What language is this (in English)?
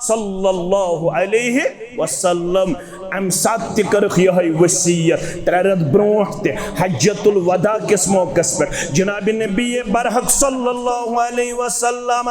Kashmiri